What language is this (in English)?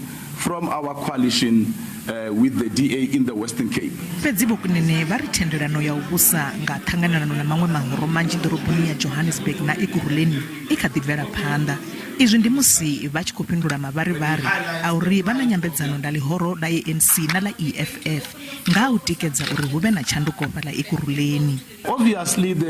Venda